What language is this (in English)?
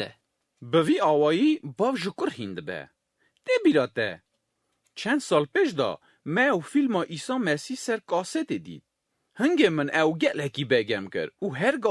Kurdish